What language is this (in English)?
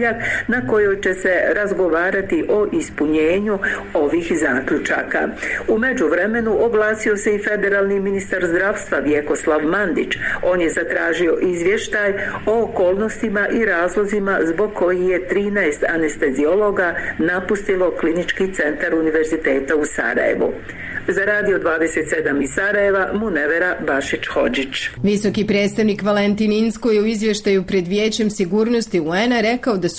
Bosnian